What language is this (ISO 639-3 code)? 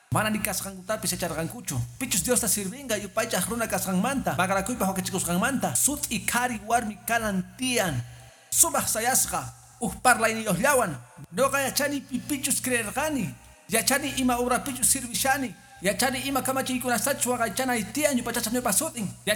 que